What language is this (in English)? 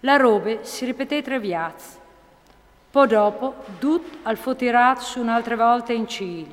Friulian